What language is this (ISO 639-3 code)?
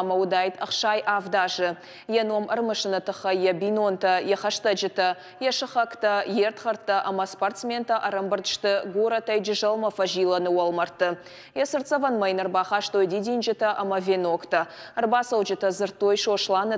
oss